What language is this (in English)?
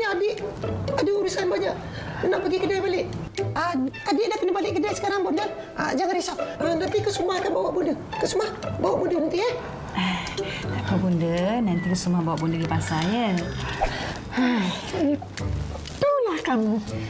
Malay